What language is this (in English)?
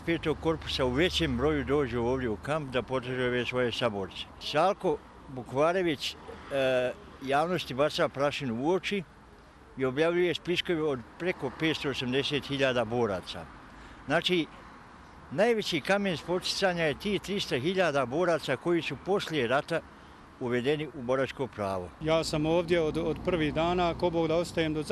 Bosnian